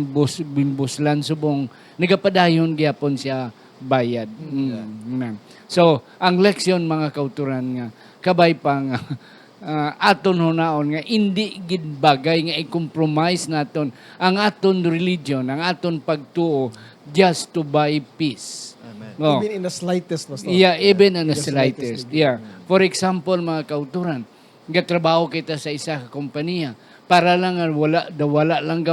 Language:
Hiligaynon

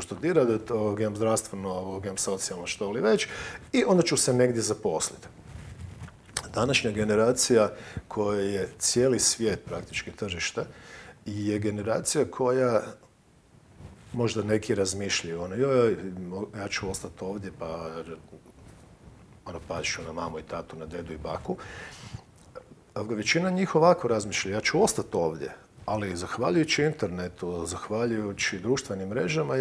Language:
Croatian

